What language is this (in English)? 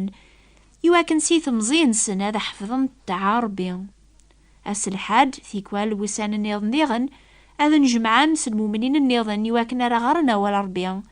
Kabyle